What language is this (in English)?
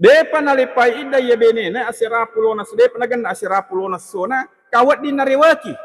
Buginese